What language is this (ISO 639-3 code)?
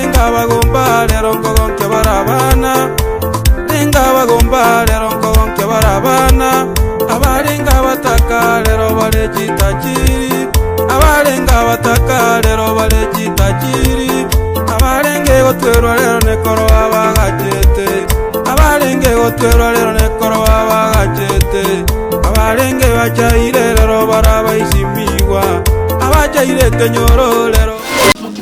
guz